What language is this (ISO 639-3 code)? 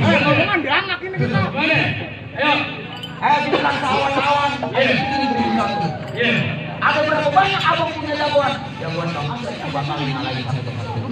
bew